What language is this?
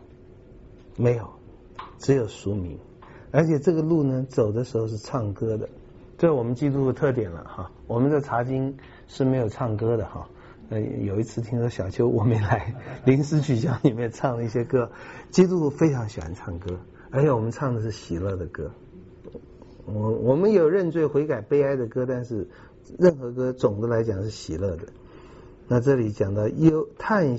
Chinese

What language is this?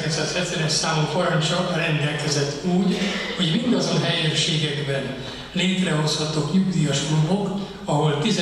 Hungarian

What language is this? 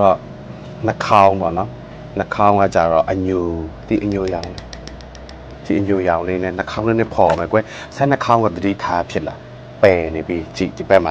Burmese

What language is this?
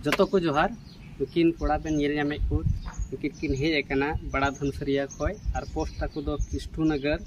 Santali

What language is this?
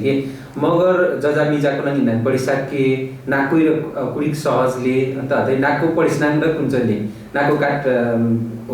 Nepali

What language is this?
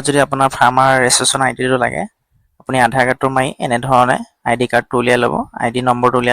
Assamese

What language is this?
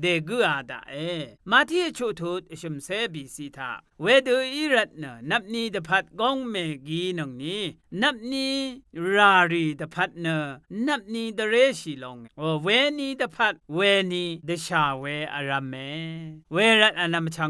Rawang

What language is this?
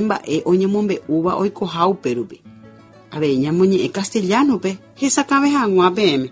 Guarani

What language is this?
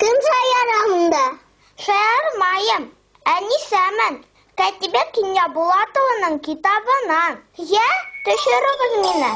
Bashkir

